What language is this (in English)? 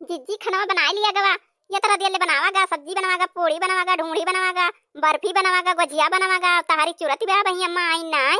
Awadhi